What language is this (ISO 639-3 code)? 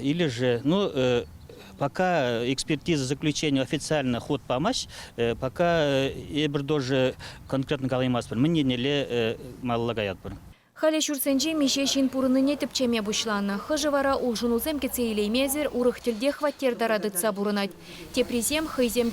chv